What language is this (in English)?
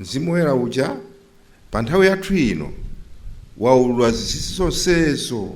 Nyanja